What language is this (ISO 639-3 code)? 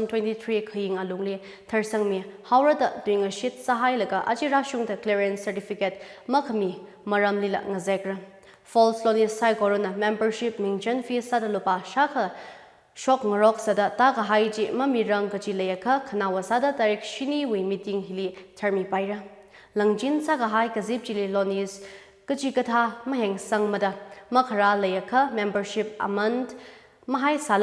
nmf